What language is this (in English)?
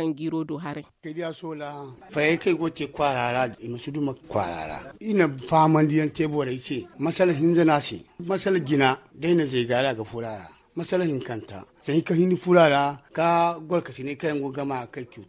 Zarma